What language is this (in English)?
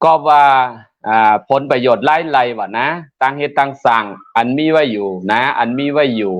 Shan